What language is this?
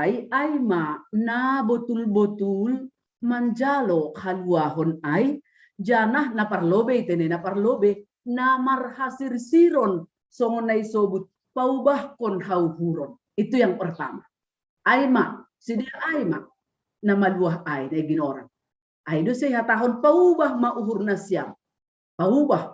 Batak Simalungun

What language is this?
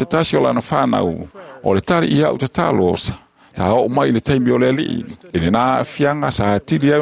Samoan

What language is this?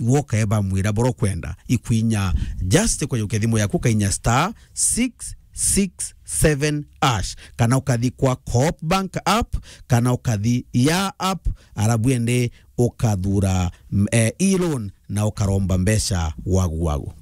Meru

